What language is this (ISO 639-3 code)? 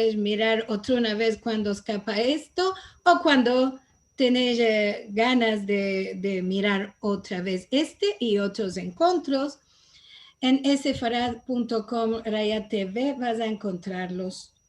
lad